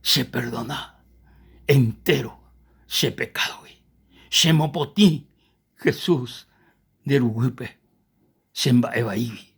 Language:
Guarani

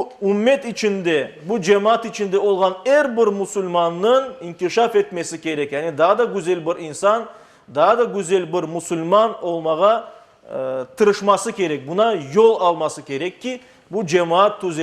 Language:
Crimean Tatar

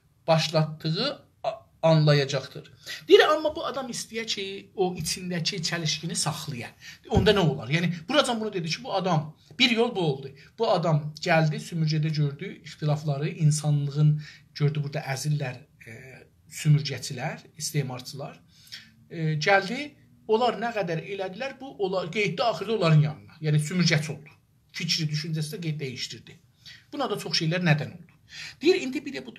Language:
South Azerbaijani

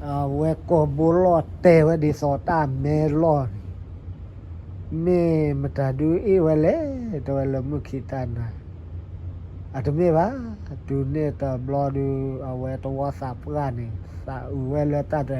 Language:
S'gaw Karen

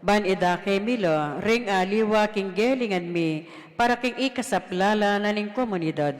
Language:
Pampanga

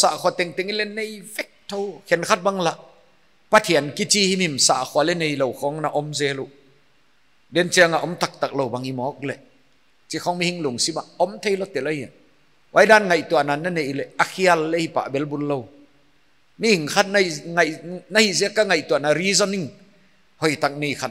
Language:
Paite Chin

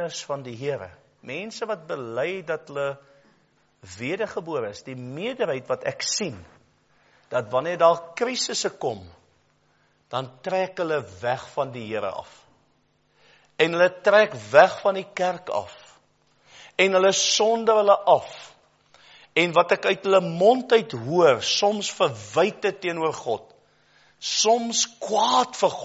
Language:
Afrikaans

